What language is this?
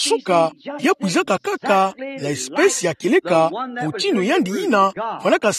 Kituba (Democratic Republic of Congo)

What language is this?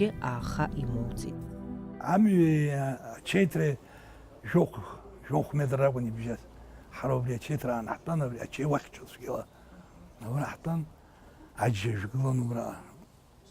Abkhazian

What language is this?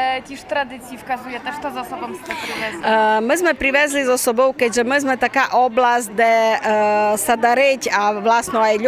Rusyn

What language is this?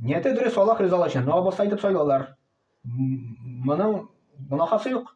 Tatar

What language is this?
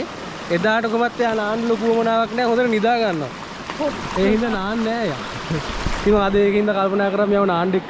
Sinhala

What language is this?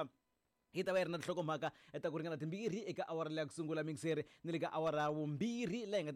Tsonga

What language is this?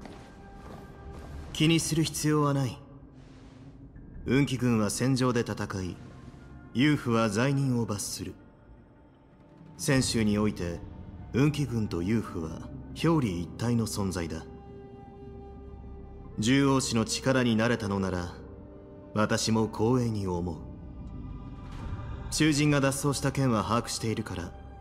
Japanese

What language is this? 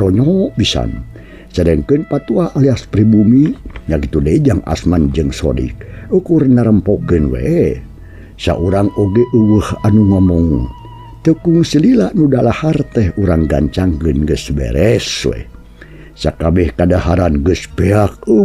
Sundanese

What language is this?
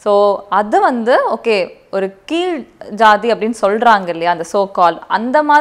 Tamil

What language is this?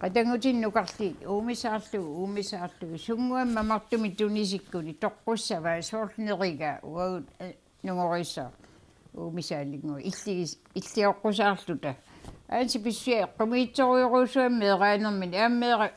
Kalaallisut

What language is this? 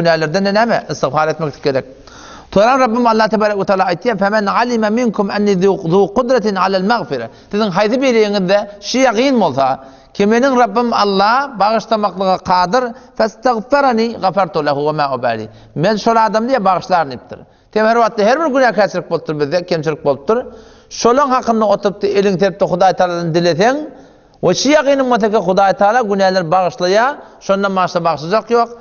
Turkmen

